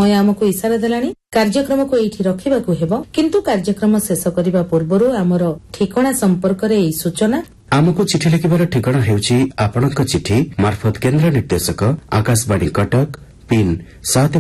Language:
Odia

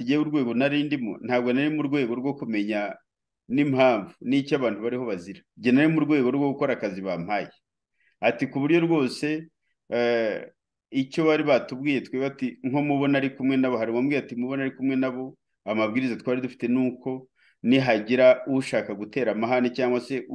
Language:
Kinyarwanda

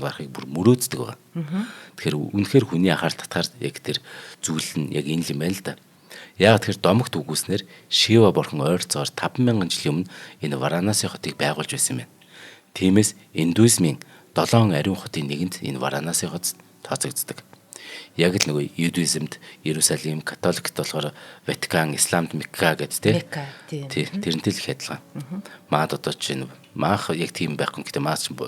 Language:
Mongolian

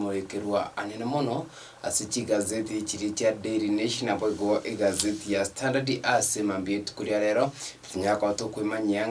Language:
Gusii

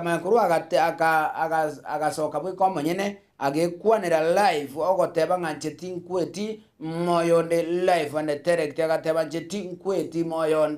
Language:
Gusii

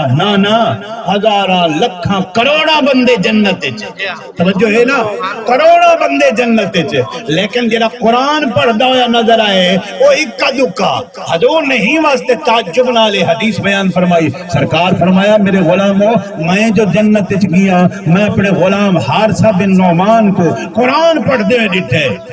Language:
Saraiki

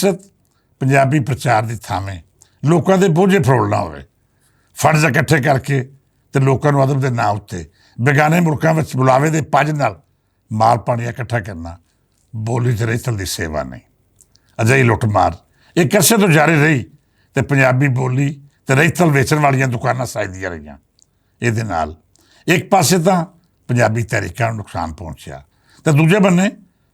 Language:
Western Panjabi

